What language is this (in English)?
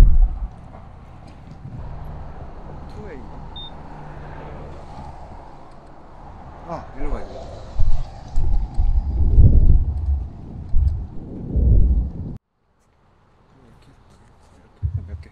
Korean